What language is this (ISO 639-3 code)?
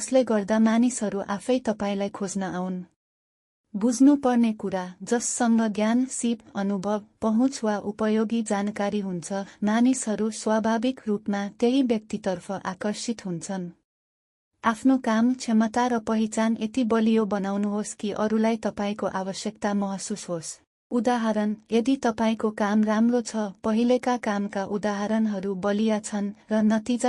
nep